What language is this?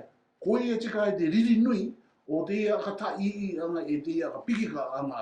Rarotongan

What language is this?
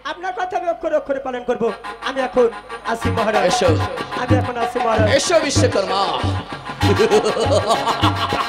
Bangla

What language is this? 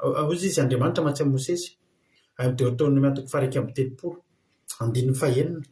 Malagasy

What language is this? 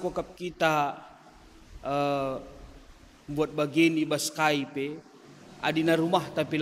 Batak Karo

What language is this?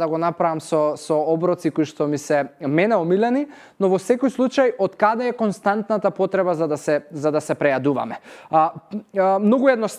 Macedonian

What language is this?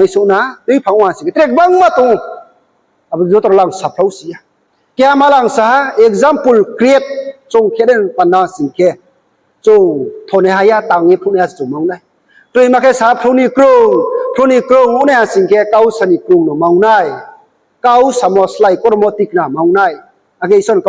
Riang (India)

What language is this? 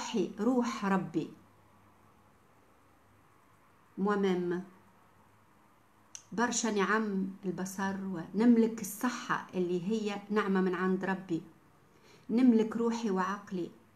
Tunisian Arabic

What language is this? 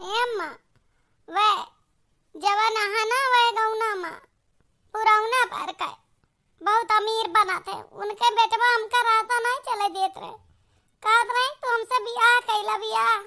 Awadhi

